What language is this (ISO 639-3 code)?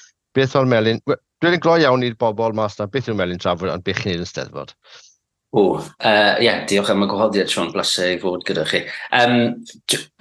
cym